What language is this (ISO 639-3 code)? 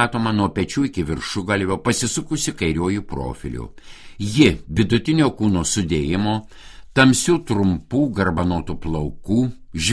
lit